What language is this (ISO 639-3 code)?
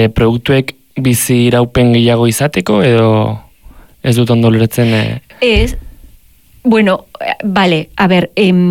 eus